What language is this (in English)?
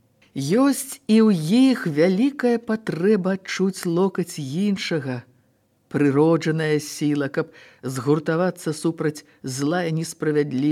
Belarusian